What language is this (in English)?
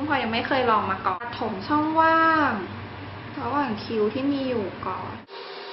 Thai